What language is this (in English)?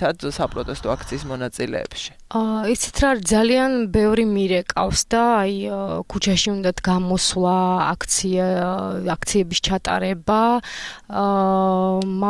Georgian